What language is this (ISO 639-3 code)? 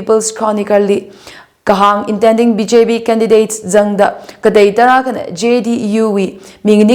nmf